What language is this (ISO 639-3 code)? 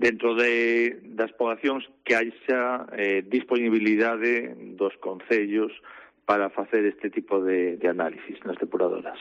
glg